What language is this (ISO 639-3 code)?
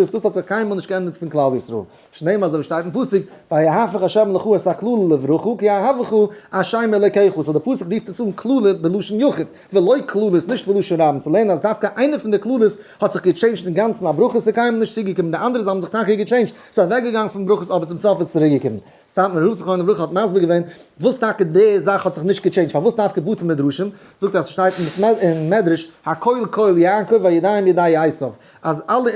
yid